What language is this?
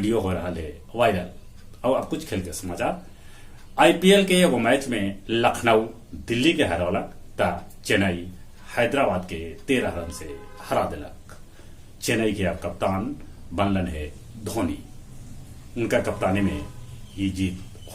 Magahi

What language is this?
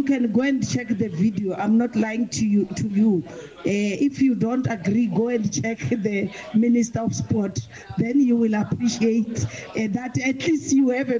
Northern Sotho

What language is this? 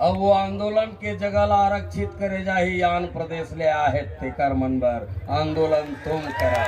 Chhattisgarhi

